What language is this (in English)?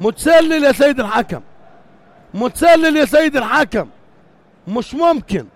North Levantine Arabic